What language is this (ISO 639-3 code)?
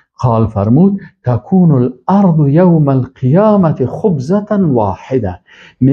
fas